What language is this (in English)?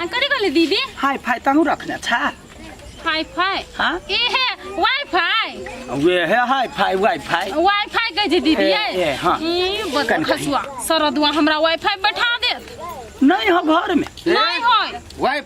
Maithili